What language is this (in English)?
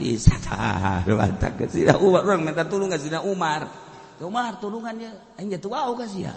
Sundanese